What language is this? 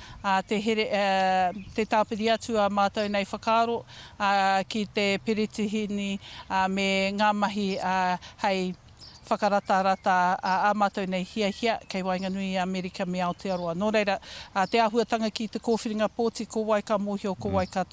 Māori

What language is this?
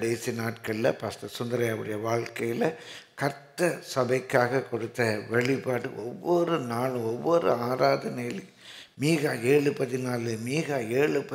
Tamil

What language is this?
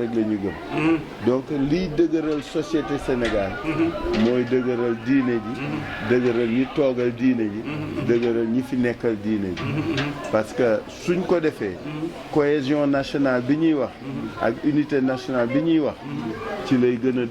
Wolof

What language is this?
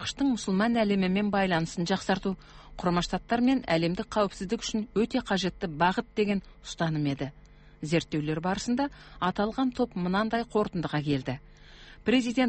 Kazakh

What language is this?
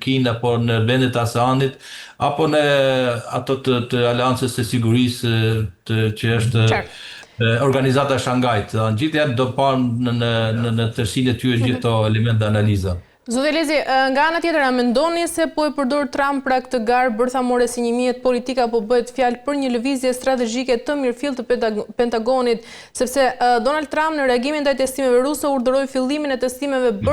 Albanian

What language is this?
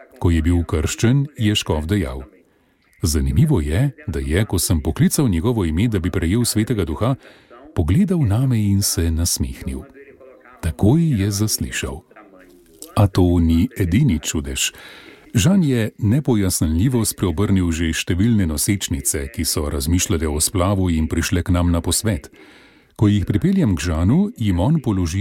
Slovenian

